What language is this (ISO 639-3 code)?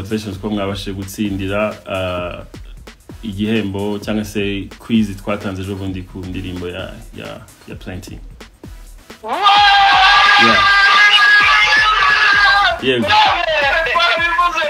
kin